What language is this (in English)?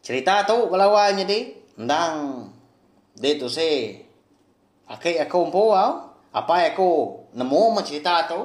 Iban